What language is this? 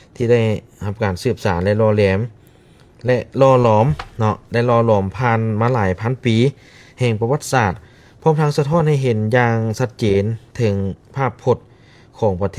Lao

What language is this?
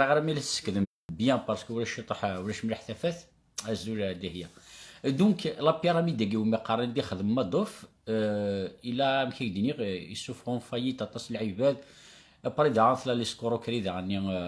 Kabyle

